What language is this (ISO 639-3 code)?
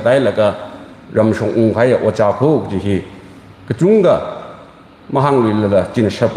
nmf